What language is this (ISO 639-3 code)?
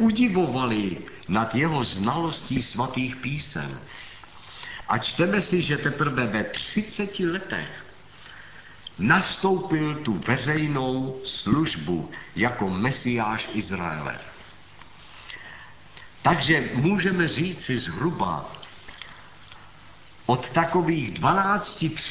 ces